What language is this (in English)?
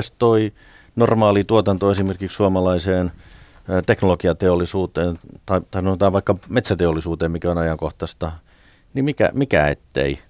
Finnish